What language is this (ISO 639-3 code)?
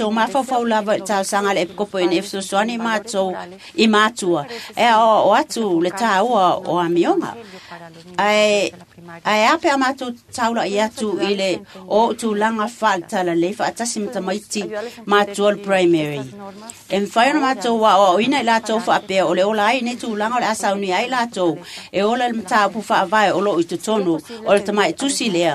smo